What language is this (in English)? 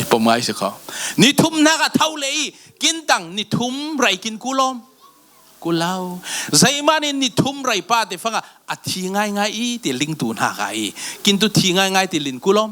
Falam Chin